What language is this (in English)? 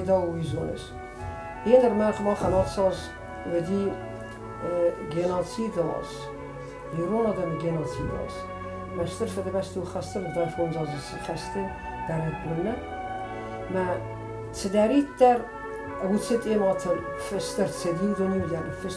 Ossetic